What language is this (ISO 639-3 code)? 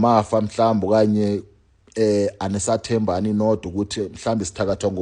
zul